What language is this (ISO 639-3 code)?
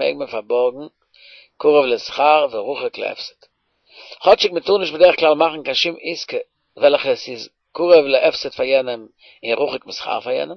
yid